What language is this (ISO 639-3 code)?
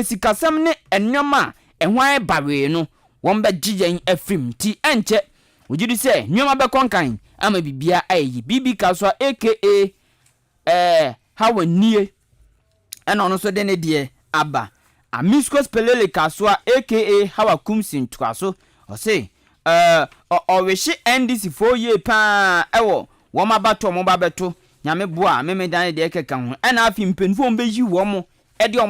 aka